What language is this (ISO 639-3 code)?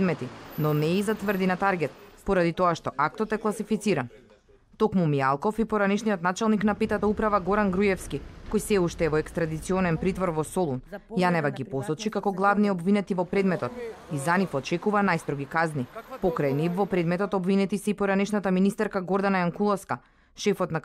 mkd